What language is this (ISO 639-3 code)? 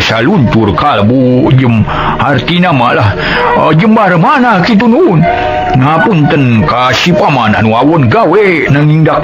sun